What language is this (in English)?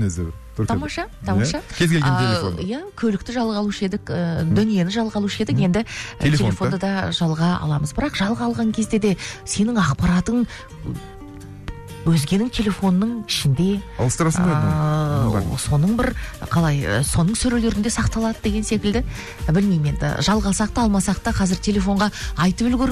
Kazakh